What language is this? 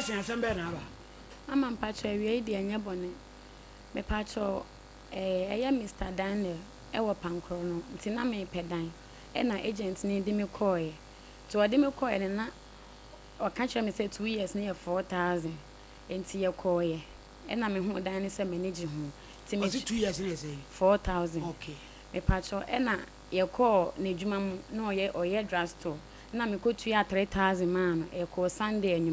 Akan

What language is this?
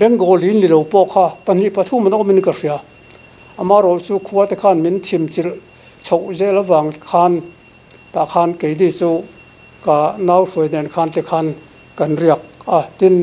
Mizo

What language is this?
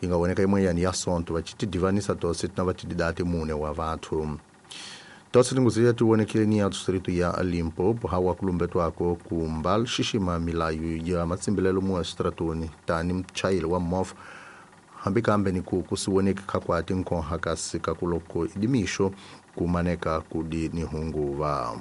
Tsonga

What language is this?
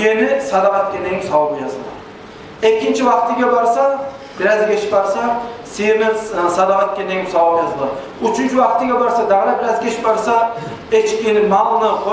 Kumyk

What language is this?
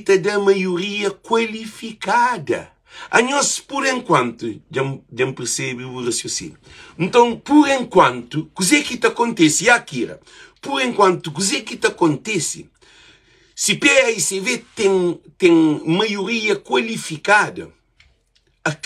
Kabuverdianu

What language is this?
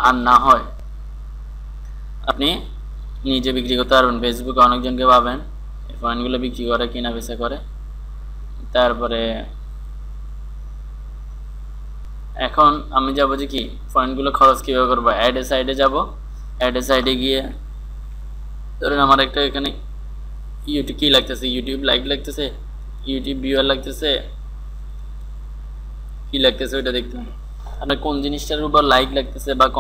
Bangla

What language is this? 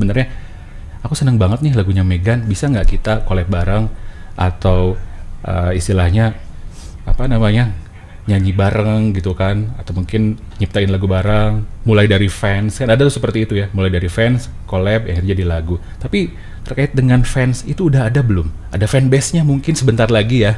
Indonesian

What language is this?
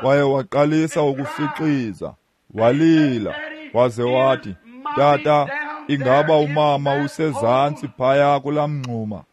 Xhosa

